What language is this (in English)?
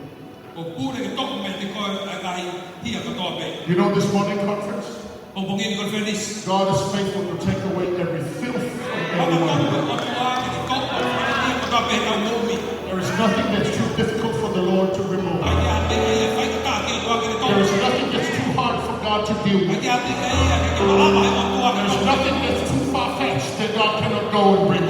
Tongan